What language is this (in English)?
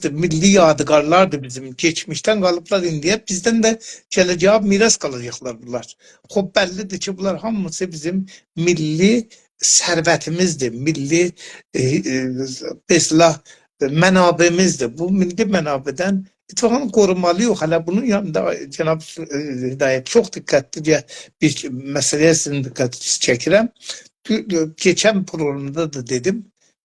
South Azerbaijani